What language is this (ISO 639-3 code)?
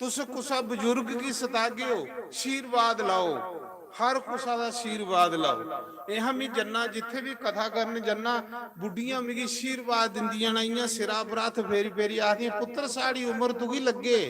doi